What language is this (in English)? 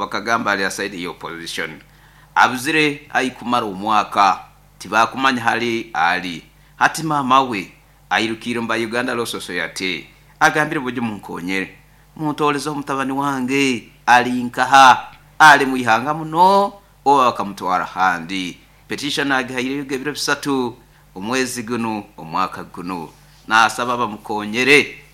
Nyoro